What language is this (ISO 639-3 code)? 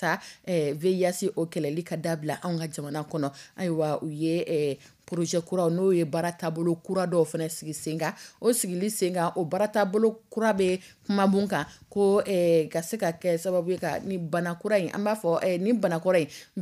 dyu